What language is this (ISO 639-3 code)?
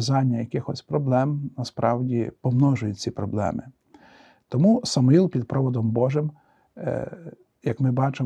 ukr